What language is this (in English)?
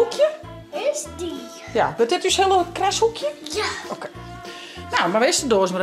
Western Frisian